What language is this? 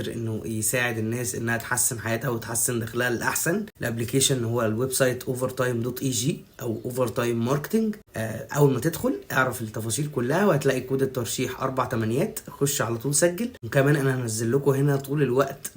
Egyptian Arabic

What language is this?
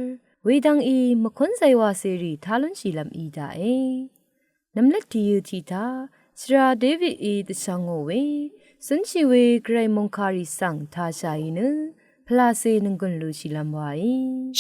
Rawang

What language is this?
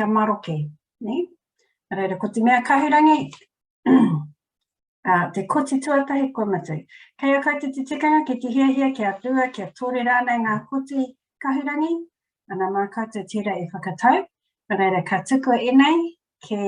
Māori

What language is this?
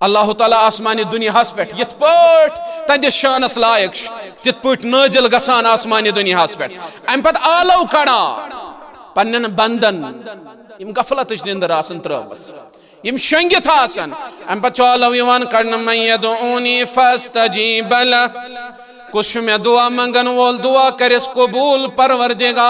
Kashmiri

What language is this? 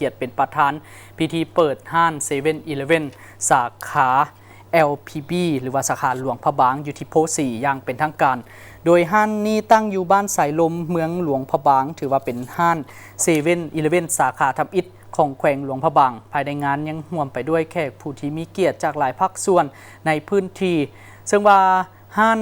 Lao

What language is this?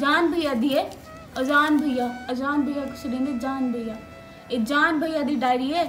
Saraiki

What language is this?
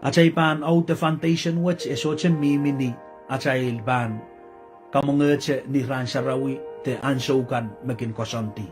Pohnpeian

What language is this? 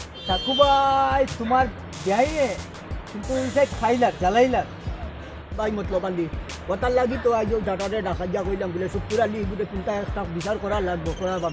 Sylheti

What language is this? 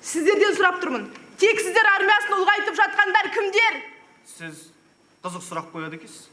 Kazakh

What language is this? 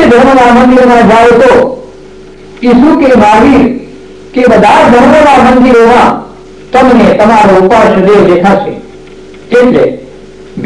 Gujarati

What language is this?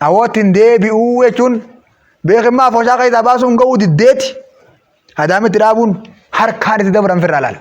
Oromo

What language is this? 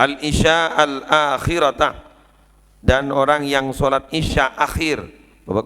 Madurese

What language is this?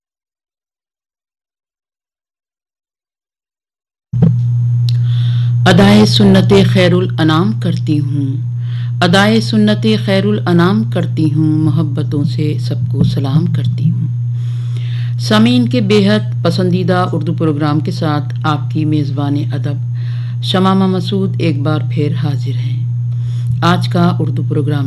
Urdu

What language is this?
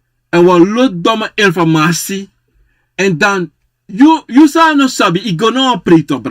Sranan Tongo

